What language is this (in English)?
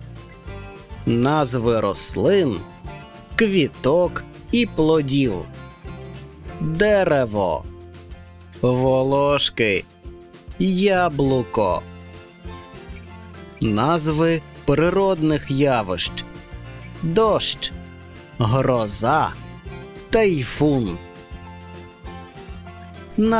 Ukrainian